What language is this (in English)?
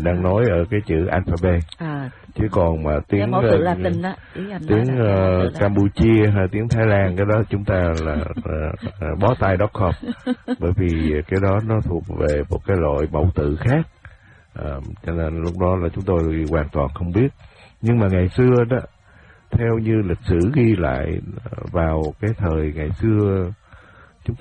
Vietnamese